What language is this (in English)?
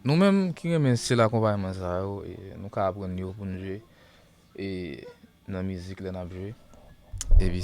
Haitian Creole